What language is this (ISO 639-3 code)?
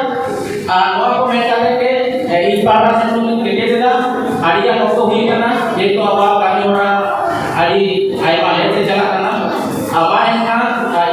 sat